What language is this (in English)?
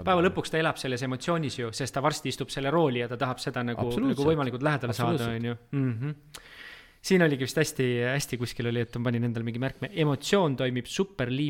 Estonian